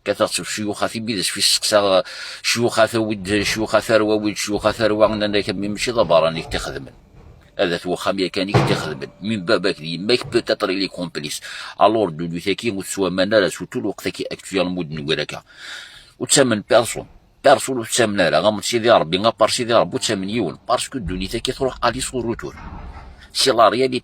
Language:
Kabyle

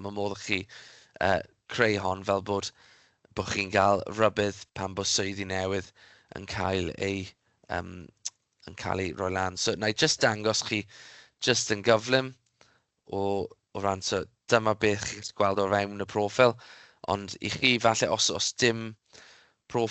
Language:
Welsh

